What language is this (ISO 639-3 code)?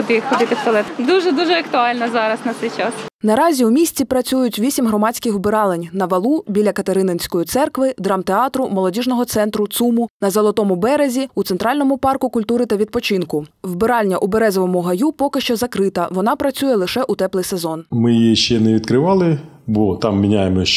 ukr